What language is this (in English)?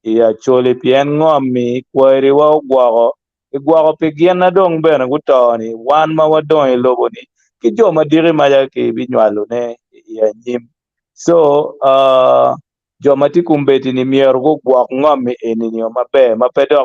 Acoli